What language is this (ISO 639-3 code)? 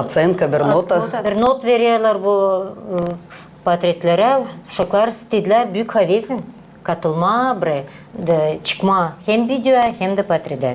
gag